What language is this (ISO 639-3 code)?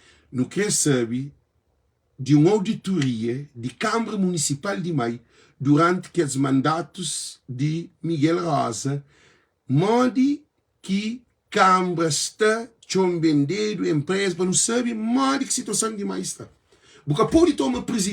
kea